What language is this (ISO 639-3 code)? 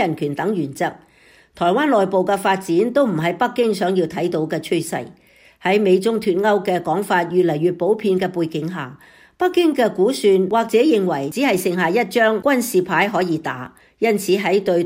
yue